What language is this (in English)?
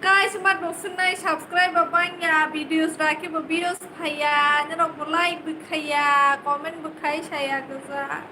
Kok Borok